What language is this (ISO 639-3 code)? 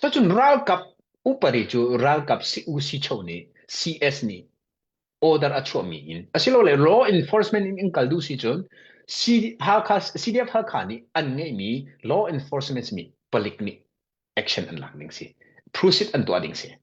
cnh